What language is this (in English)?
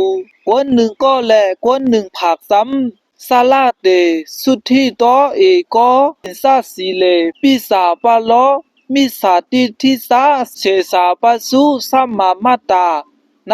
Shan